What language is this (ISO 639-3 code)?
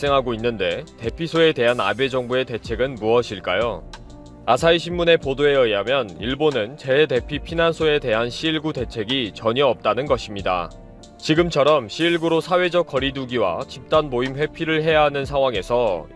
kor